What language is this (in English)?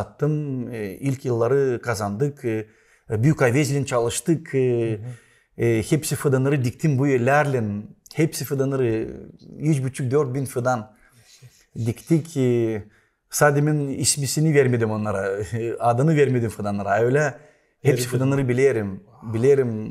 Gagauz